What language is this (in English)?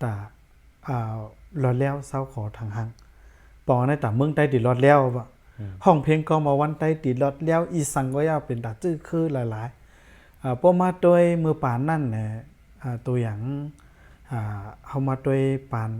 Shan